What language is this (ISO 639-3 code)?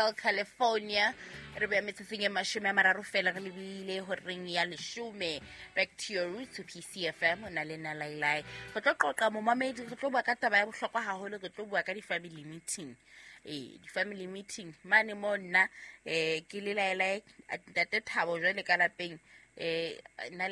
sot